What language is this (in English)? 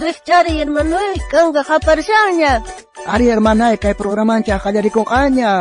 South Bolivian Quechua